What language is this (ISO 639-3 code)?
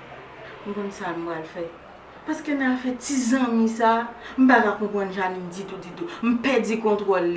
hat